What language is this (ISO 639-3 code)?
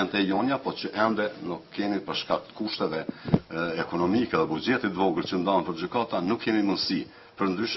sqi